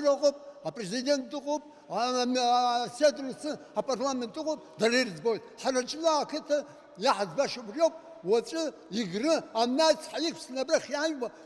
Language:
Abkhazian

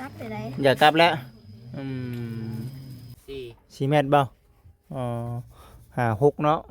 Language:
Lao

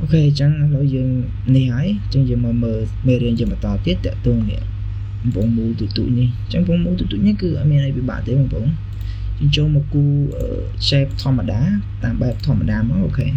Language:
Khmer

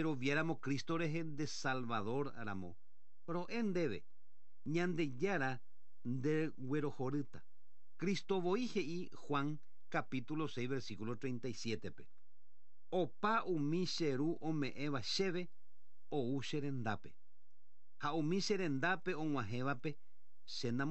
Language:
Guarani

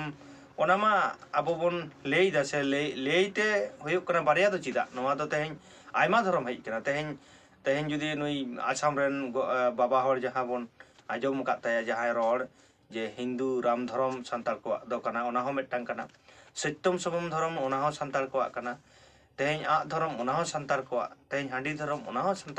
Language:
Santali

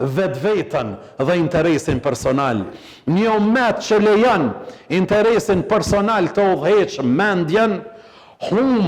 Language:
Albanian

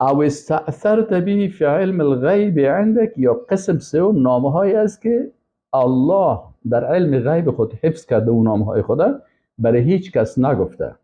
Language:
Persian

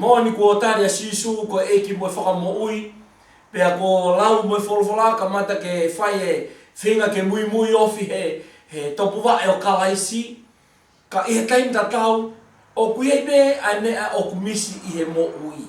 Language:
Tongan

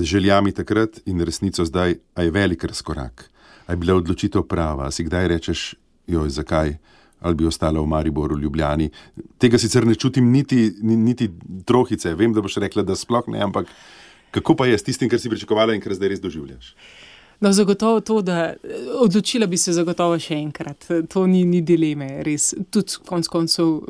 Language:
Slovenian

